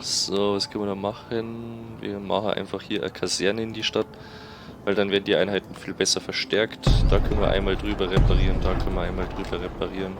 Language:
Bavarian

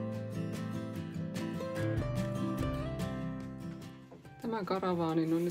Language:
Finnish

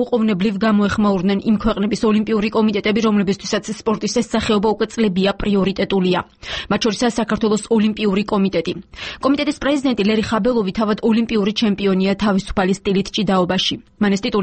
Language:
Georgian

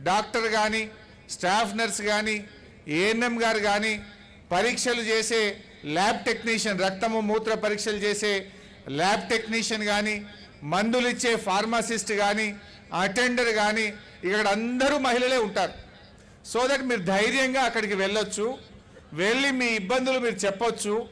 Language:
Telugu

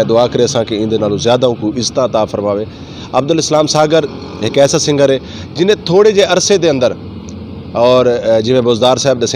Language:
Saraiki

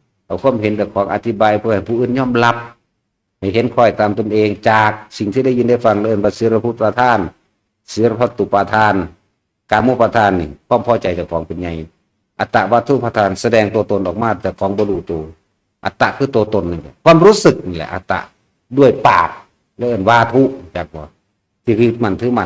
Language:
Northeastern Thai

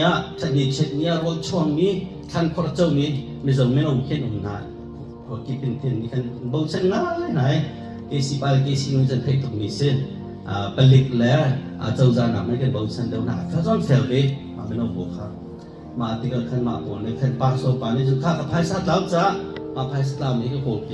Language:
Hakha Chin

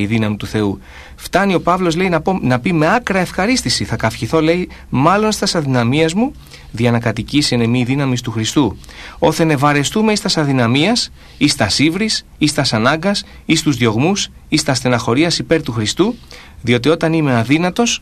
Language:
Greek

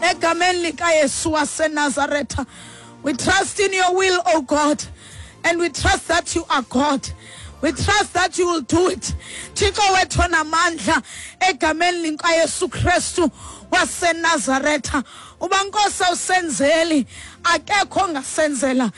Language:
Xhosa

